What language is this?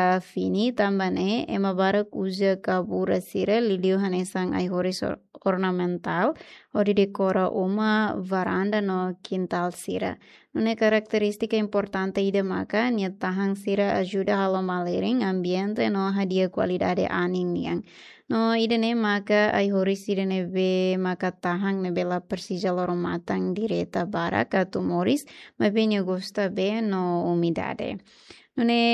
Tetum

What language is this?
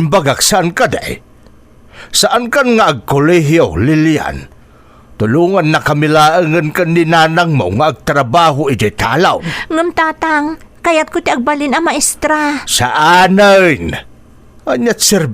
Iloko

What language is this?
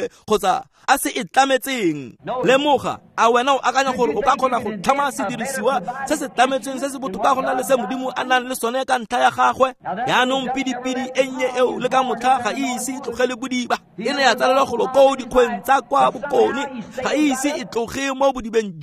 Tswana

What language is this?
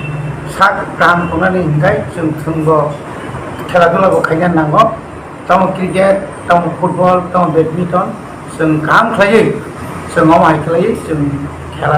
Kok Borok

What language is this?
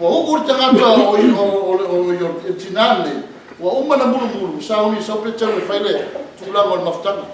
Samoan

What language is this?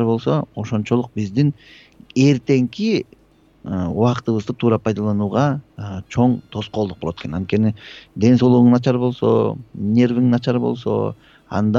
Kyrgyz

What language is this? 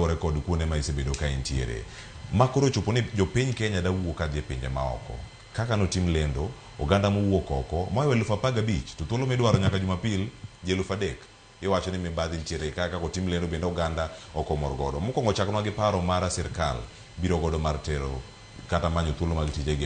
Luo (Kenya and Tanzania)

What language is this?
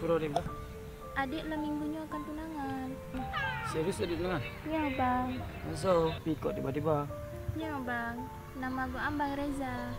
Achinese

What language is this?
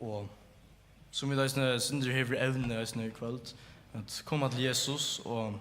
Faroese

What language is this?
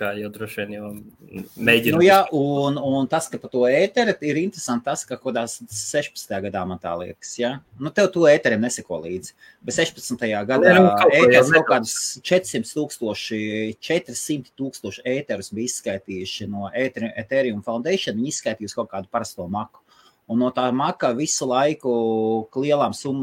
Latvian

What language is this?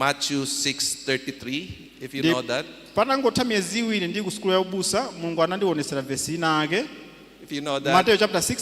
Nyanja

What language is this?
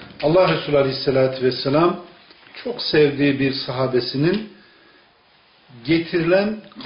Turkish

